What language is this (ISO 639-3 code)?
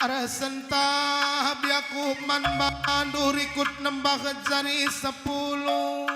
btx